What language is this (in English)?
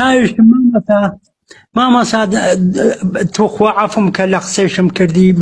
Central Kurdish